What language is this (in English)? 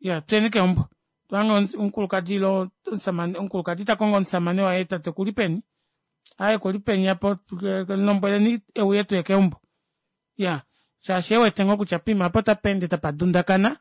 Kuanyama